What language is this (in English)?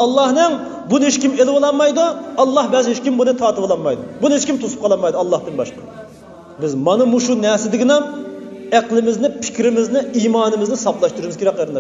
Uyghur